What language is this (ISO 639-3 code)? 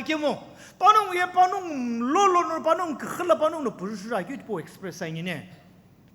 nsm